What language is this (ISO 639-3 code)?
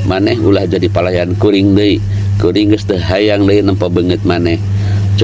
sun